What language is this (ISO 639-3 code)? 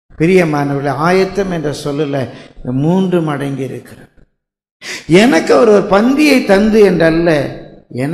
tam